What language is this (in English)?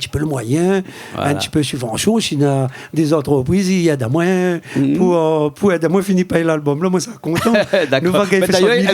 Réunion Creole French